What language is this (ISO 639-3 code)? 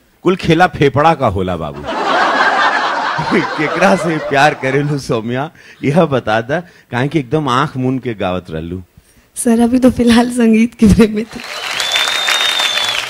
bho